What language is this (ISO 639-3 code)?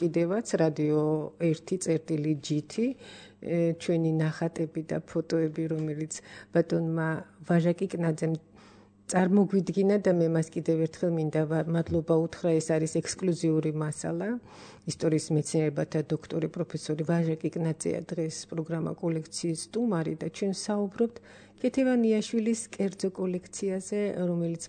kat